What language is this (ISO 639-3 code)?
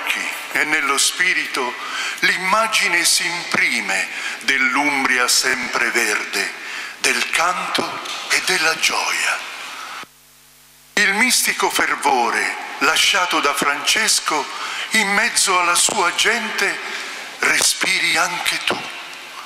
ita